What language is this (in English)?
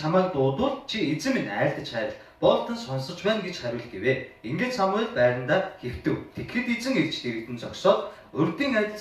Mongolian